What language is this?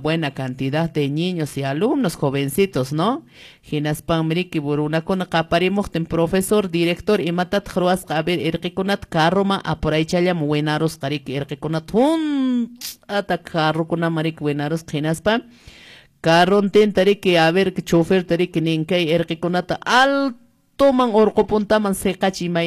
Quechua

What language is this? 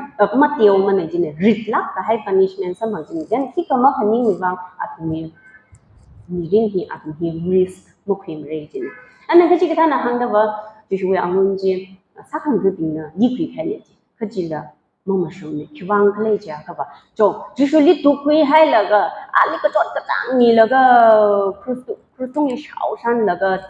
Tangkhul Naga (India)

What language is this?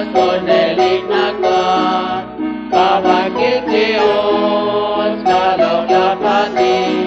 Kekchí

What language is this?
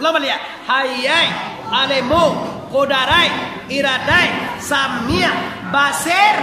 Minangkabau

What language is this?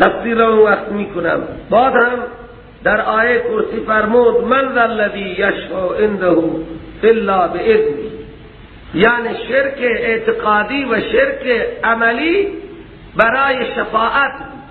Persian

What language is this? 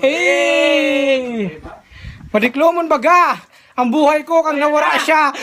Bikol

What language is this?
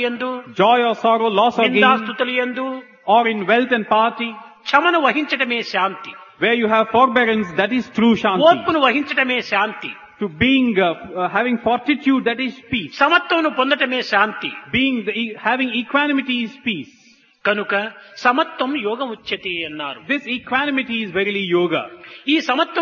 Telugu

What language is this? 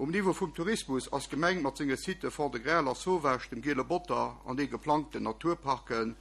Luxembourgish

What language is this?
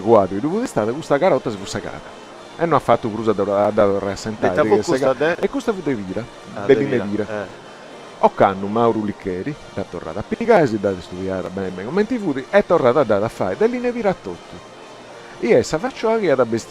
Sardinian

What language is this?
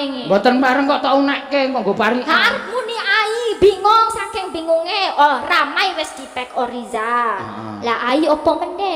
Javanese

